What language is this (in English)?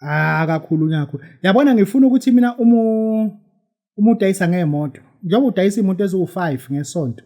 Zulu